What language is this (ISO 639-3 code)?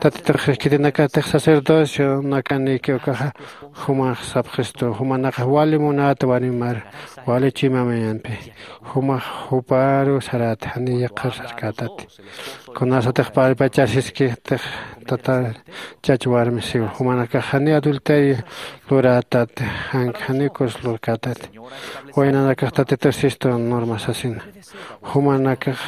aym